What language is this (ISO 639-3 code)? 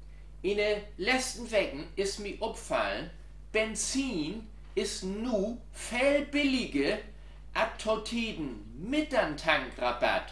nds